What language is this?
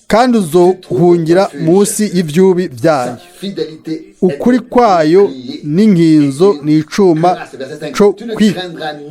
Rundi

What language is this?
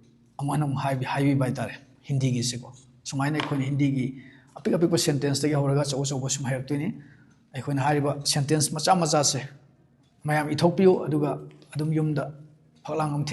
Manipuri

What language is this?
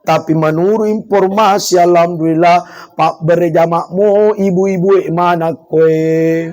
Buginese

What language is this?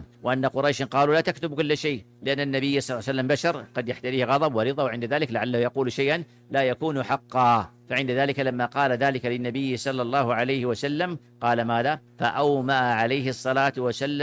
Arabic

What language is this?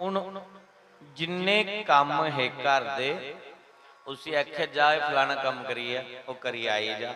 Dogri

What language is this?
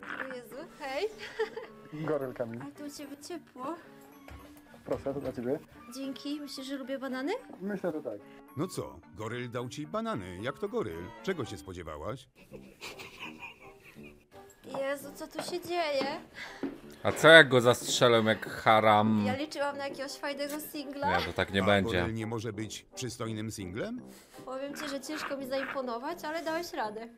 Polish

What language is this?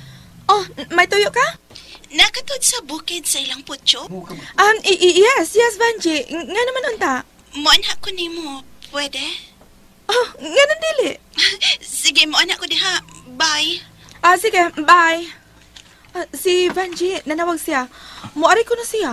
Cebuano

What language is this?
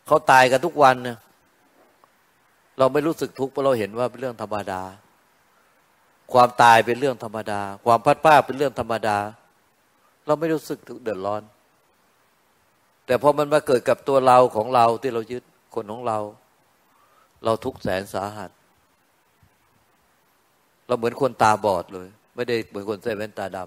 Thai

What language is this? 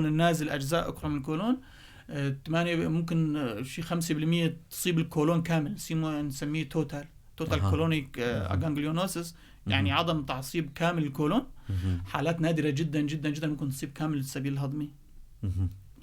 North Levantine Arabic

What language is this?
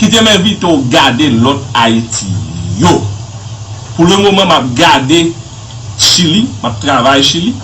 Haitian Creole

